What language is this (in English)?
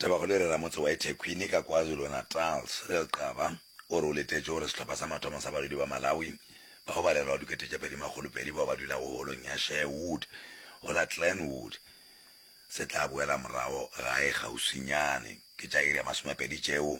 Northern Sotho